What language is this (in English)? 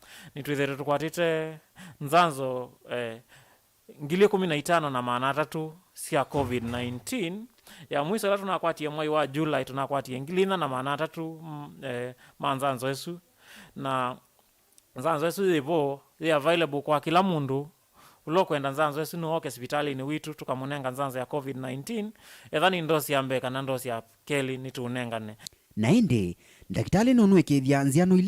Kamba